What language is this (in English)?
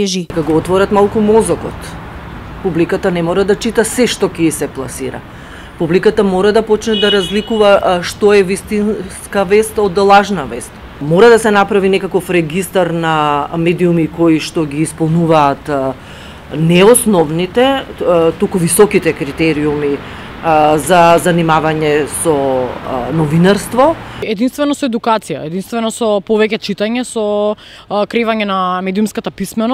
Macedonian